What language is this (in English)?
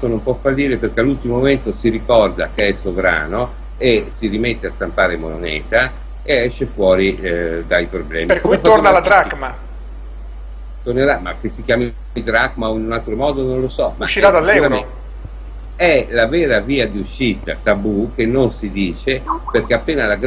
Italian